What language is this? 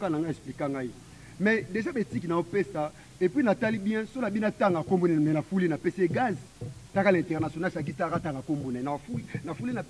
Lingala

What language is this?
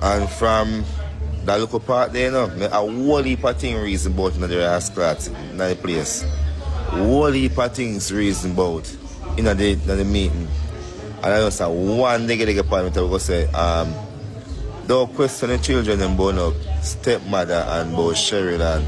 Jamaican Creole English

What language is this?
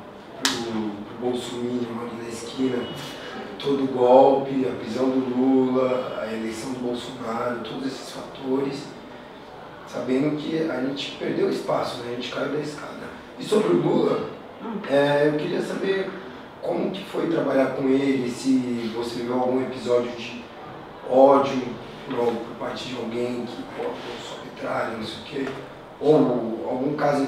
Portuguese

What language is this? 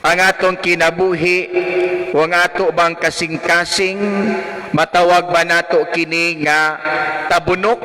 Cebuano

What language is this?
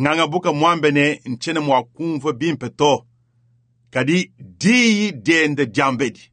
Luba-Lulua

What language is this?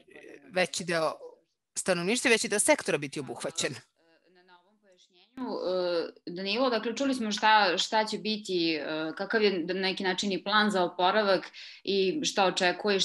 Serbian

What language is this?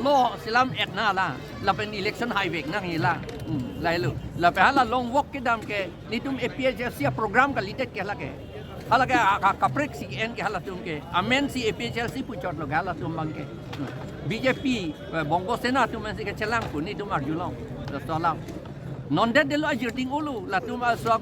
Karbi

